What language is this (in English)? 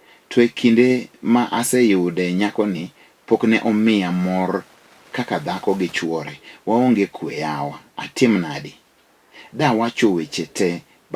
Luo (Kenya and Tanzania)